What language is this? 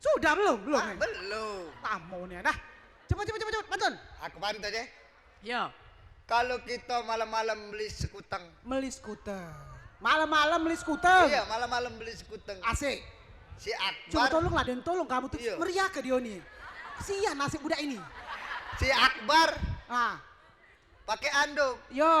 Musi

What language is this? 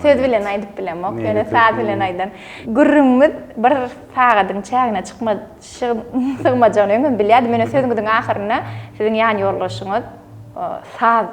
Turkmen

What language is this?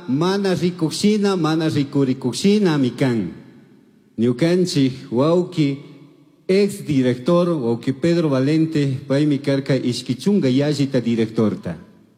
Chimborazo Highland Quichua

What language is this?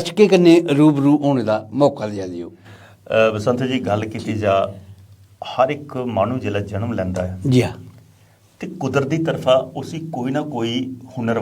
Dogri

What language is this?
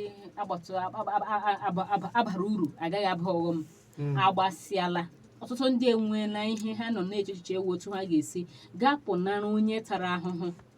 Igbo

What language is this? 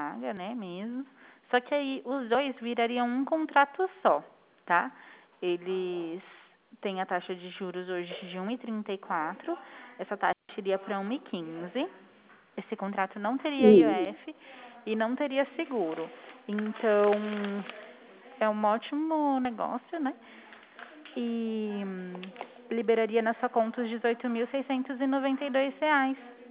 Portuguese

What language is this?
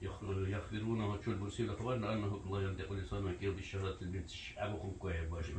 Dargwa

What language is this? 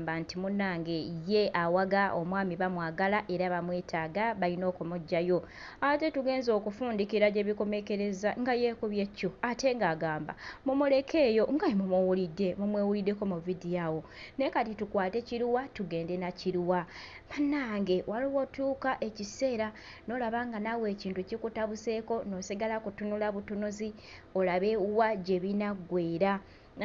Ganda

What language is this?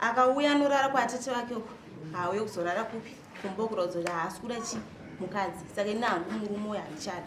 Shona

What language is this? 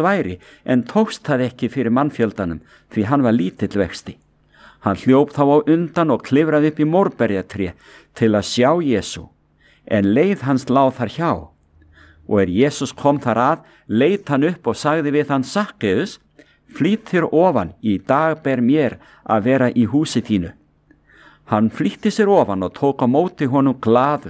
Icelandic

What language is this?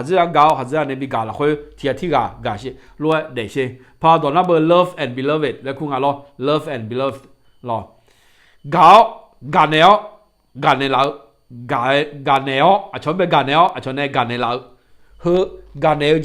Akha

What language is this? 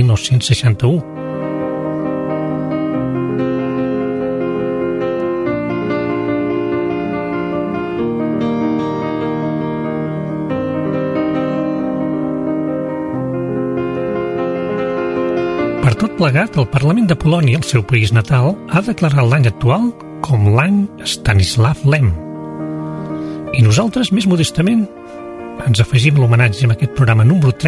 Catalan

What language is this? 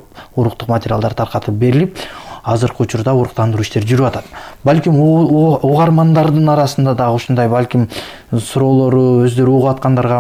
Kyrgyz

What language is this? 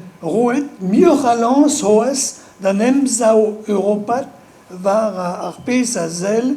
Breton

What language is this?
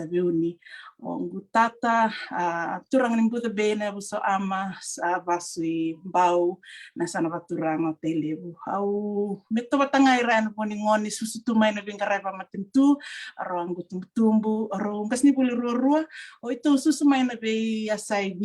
Fijian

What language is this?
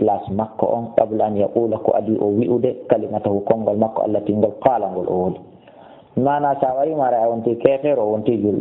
Fula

